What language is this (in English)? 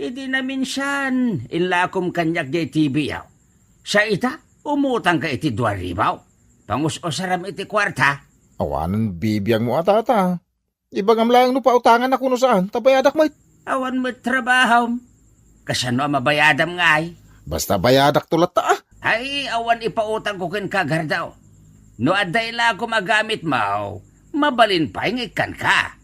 Iloko